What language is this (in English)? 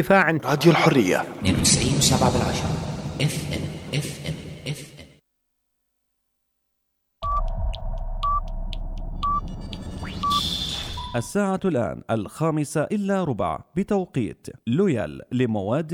Arabic